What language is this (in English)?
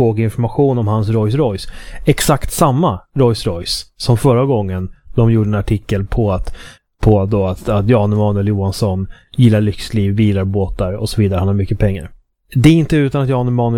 Swedish